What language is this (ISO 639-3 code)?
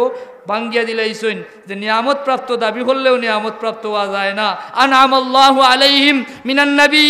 syl